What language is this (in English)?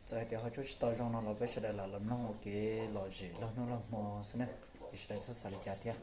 Hmong